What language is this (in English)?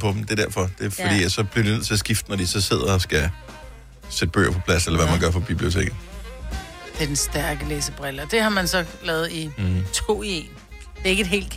Danish